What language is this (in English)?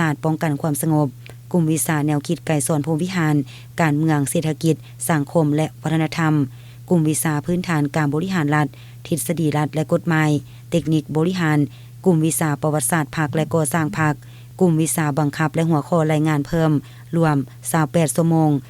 Lao